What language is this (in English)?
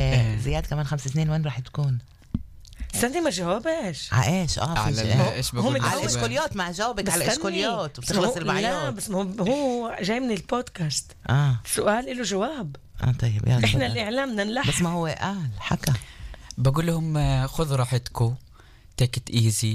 North Levantine Arabic